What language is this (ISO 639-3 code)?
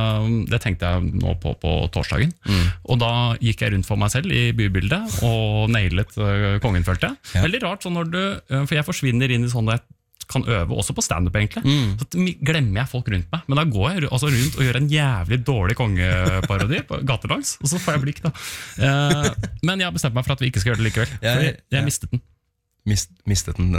nor